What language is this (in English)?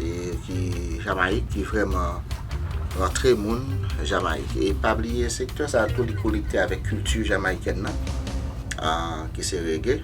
Haitian Creole